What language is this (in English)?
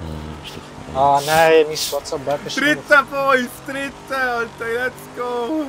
Swiss German